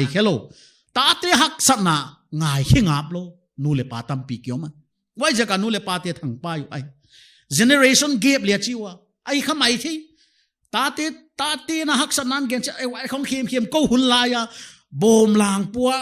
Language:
Paite Chin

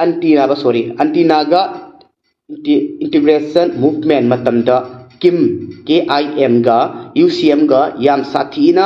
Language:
Manipuri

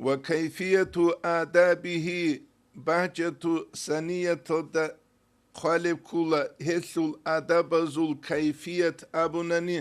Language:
Avaric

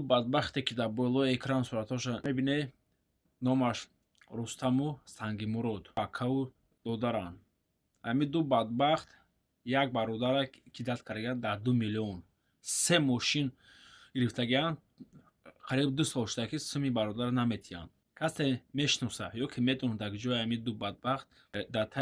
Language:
Tajik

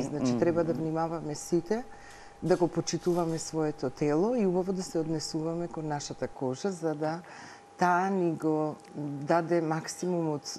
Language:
Macedonian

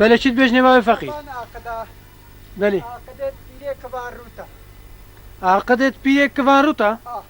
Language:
Kurdish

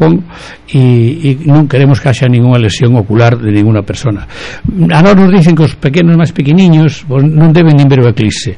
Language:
Galician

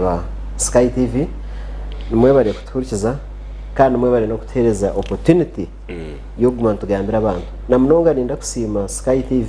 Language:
Nyankole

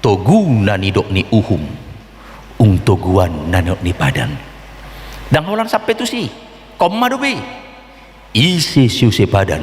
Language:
Batak Toba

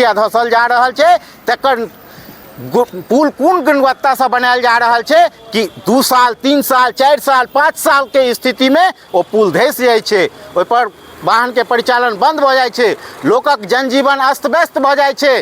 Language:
Maithili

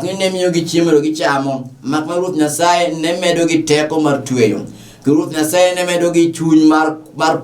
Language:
Luo (Kenya and Tanzania)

